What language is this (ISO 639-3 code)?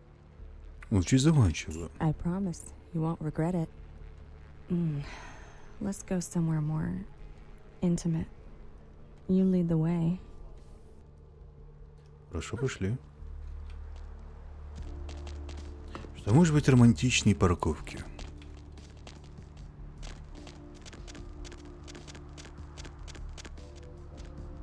rus